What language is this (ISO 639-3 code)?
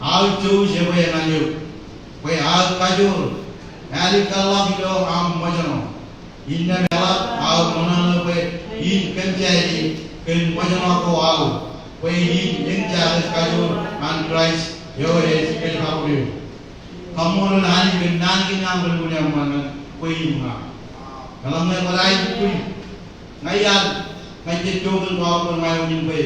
mah